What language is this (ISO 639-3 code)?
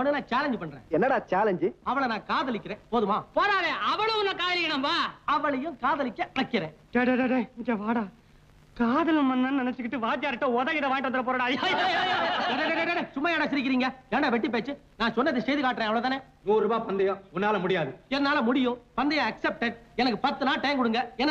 tam